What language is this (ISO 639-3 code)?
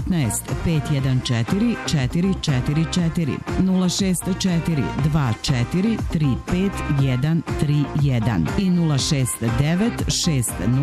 srp